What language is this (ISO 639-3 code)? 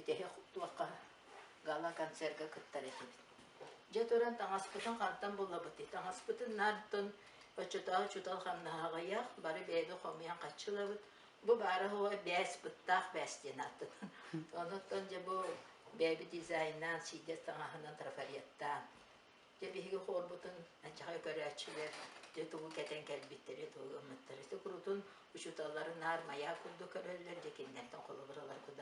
sah